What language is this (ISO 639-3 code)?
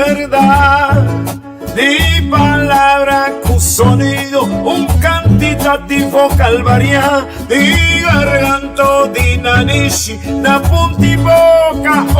pap